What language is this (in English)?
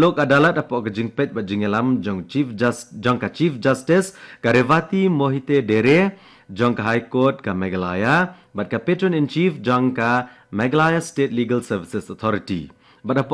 Khasi